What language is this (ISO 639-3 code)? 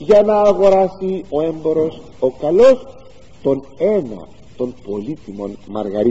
ell